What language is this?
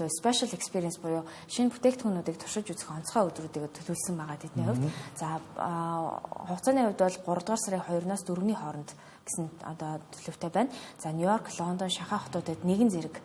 Mongolian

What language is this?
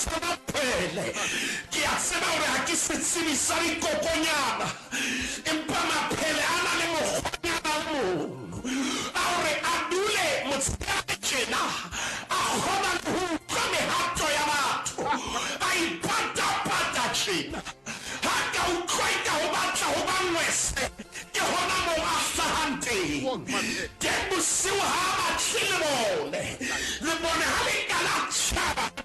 Southern Sotho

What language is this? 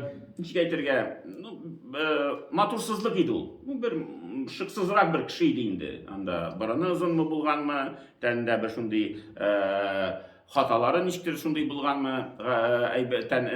Tatar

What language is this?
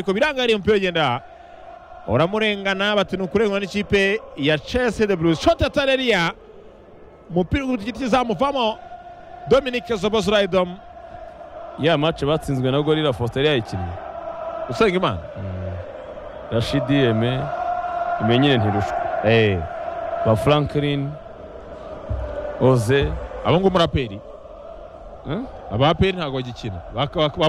Kinyarwanda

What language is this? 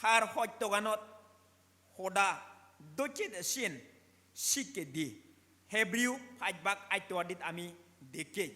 Chakma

